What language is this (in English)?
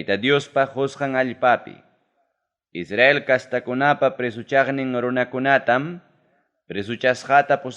Ayacucho Quechua